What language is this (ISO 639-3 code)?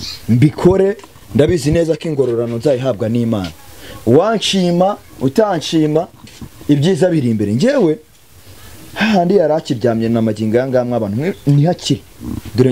kin